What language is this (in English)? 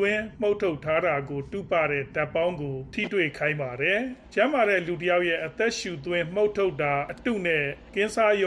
Burmese